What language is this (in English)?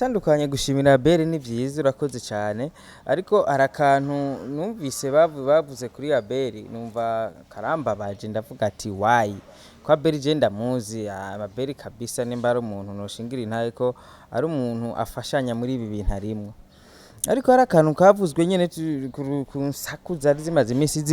Rundi